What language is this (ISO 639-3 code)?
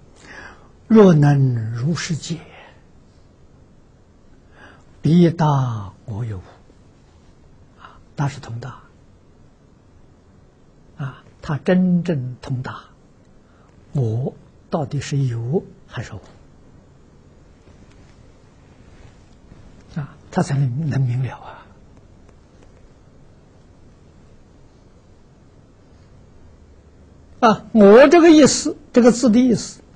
zho